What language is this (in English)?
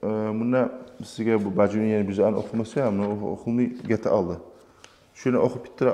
Kumyk